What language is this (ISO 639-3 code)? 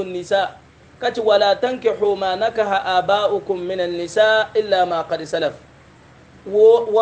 hau